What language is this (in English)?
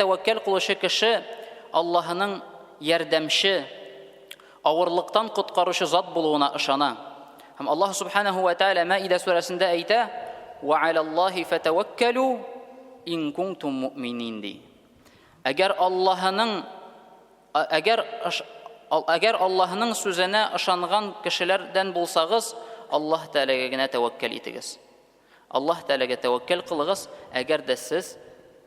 Tatar